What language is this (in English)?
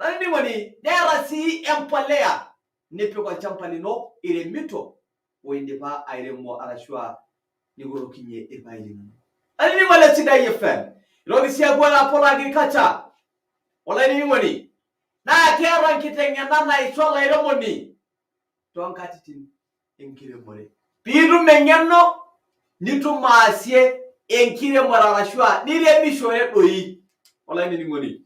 Masai